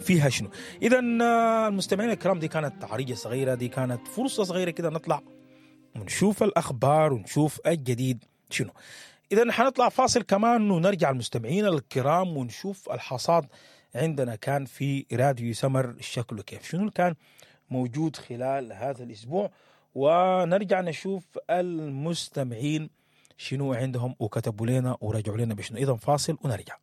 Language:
Sudanese Arabic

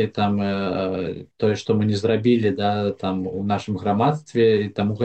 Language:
Belarusian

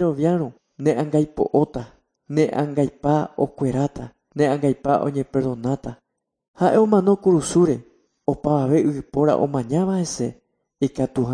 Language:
Guarani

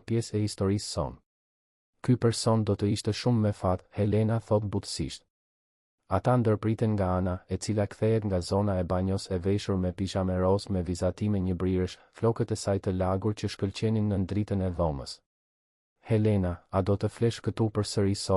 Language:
Albanian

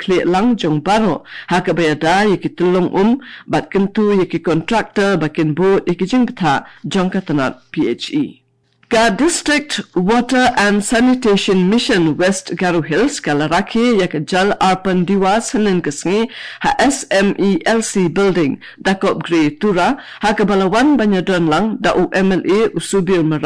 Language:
Khasi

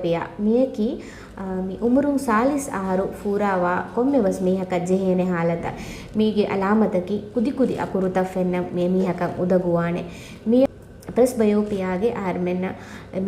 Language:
Divehi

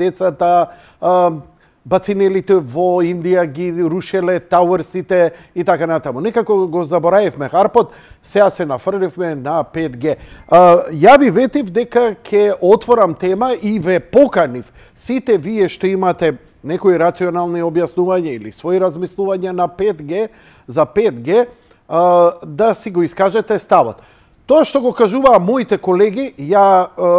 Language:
Macedonian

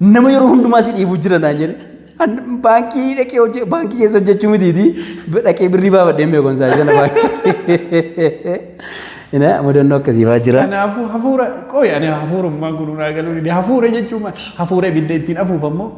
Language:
Oromo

